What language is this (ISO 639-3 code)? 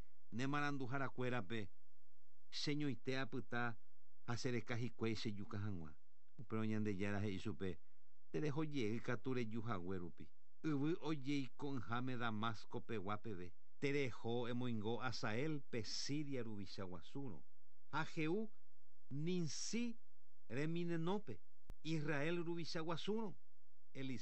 grn